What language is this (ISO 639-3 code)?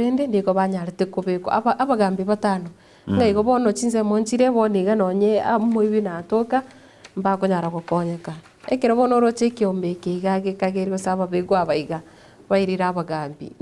guz